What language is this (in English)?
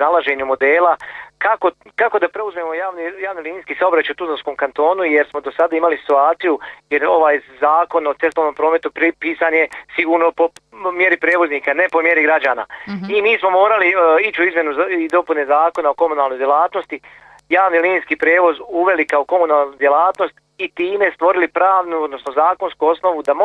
Bosnian